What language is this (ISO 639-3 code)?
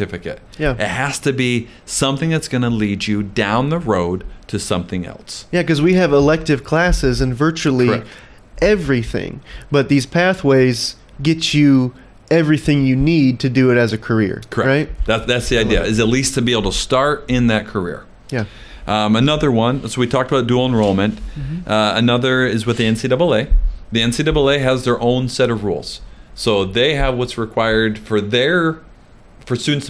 eng